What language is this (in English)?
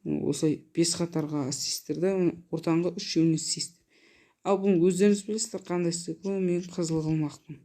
Kazakh